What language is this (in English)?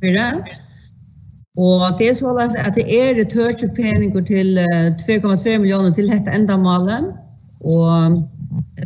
Faroese